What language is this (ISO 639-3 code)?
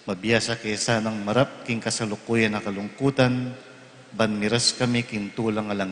pam